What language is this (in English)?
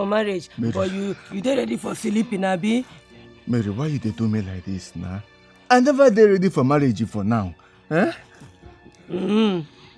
Nigerian Pidgin